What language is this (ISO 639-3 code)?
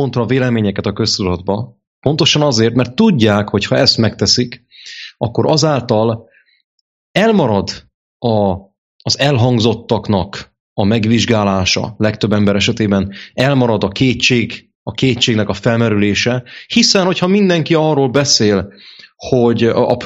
hun